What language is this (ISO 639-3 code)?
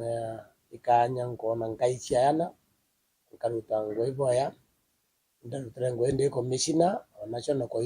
mer